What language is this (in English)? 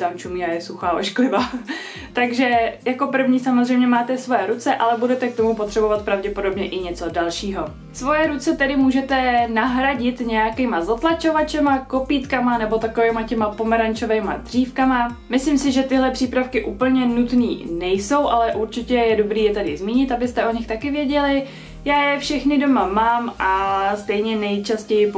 Czech